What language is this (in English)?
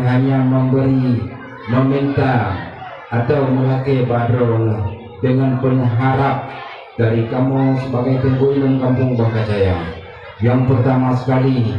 Achinese